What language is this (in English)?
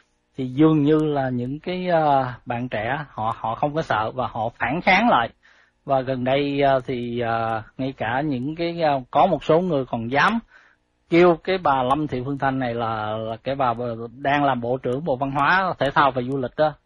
Vietnamese